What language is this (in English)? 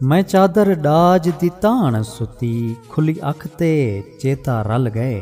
Saraiki